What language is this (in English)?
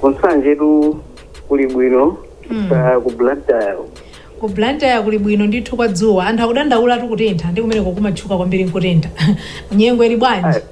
Nyanja